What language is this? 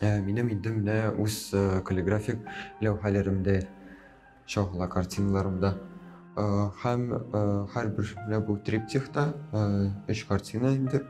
Tatar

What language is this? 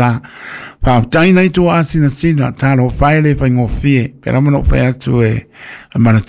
Samoan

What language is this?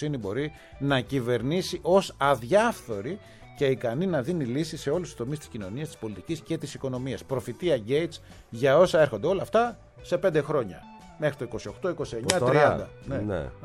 Greek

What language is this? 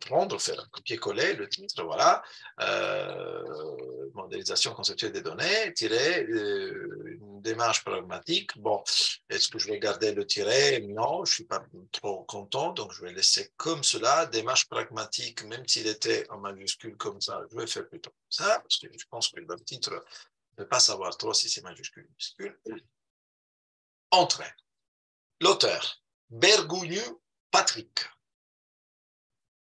French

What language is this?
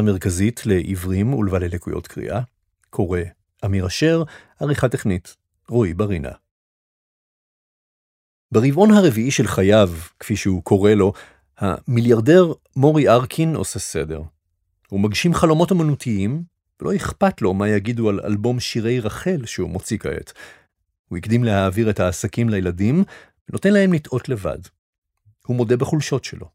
Hebrew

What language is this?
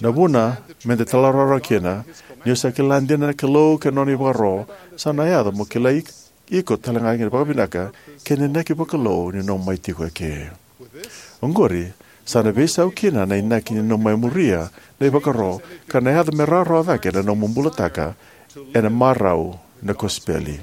Fijian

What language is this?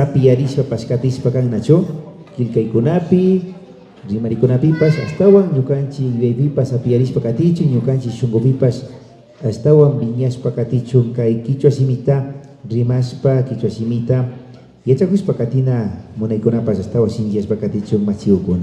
Imbabura Highland Quichua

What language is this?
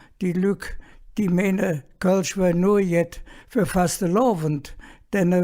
Colognian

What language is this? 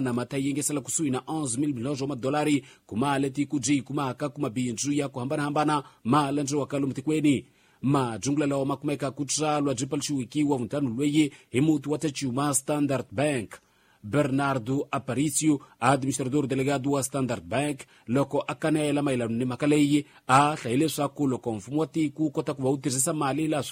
Tsonga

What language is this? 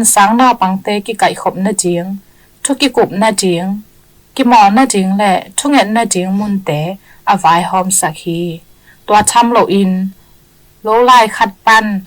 Tedim Chin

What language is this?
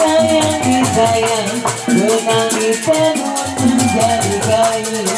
Betawi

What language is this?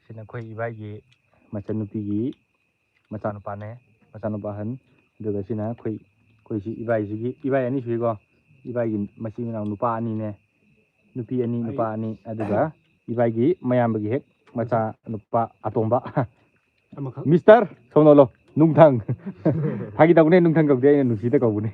Manipuri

